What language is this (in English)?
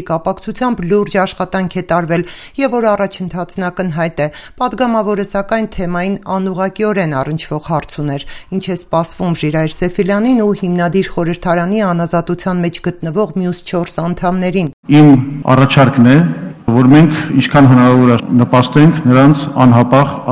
Armenian